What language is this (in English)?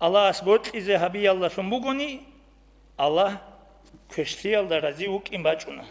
Avaric